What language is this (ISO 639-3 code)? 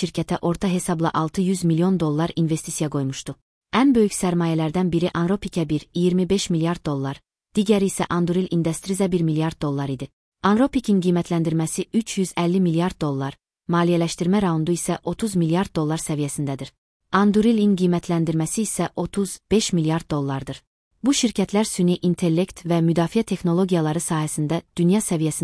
aze